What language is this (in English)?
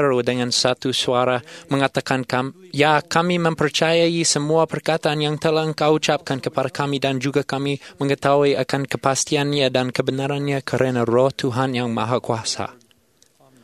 Malay